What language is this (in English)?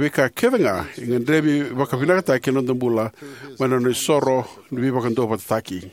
Fijian